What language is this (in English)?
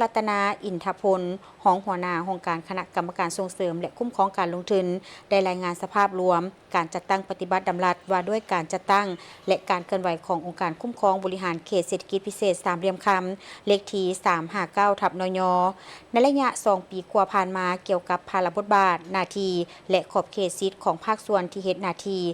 Lao